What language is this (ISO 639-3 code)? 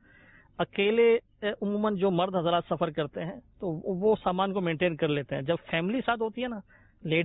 urd